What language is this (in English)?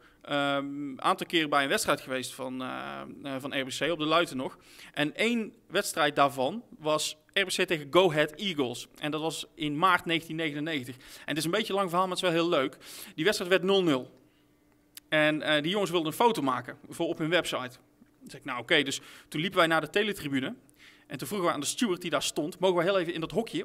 Dutch